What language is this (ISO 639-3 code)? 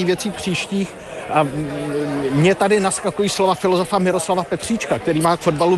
ces